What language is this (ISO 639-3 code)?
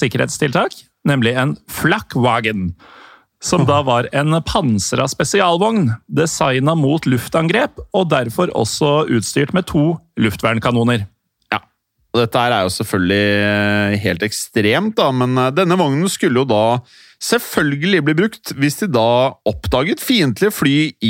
nor